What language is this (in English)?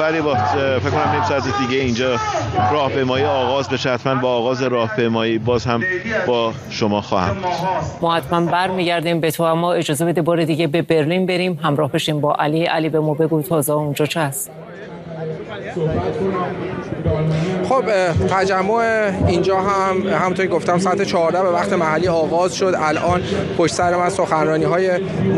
Persian